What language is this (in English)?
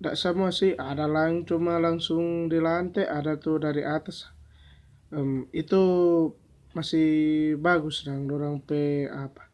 Manado Malay